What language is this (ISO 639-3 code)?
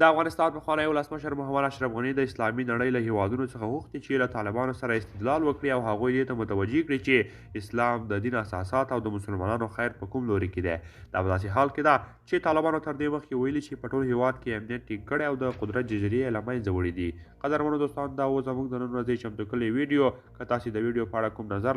pus